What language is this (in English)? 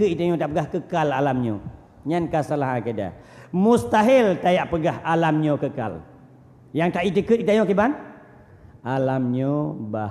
Achinese